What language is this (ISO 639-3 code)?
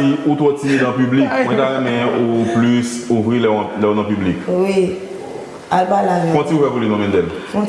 hat